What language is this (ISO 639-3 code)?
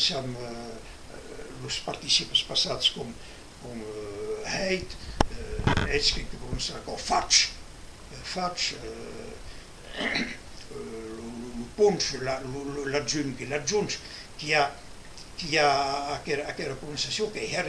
oci